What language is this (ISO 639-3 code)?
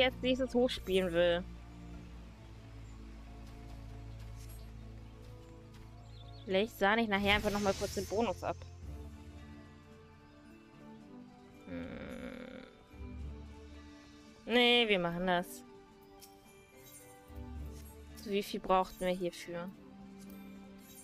deu